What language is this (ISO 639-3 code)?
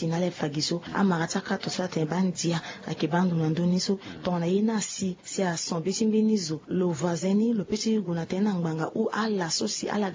sag